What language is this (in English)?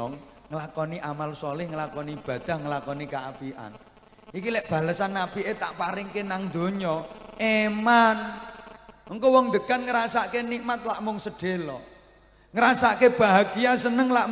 Javanese